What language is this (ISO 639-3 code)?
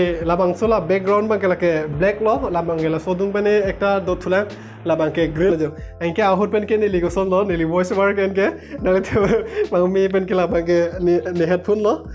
mjw